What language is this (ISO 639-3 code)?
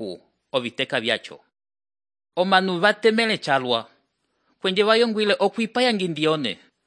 umb